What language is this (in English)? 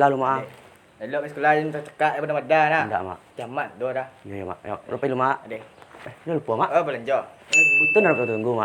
Minangkabau